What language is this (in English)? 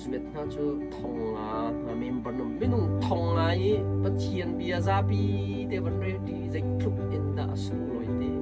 Hakha Chin